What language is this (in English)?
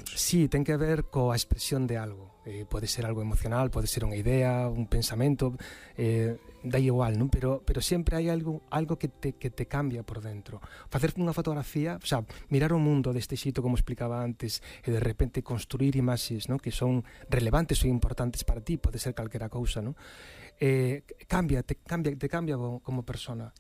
Galician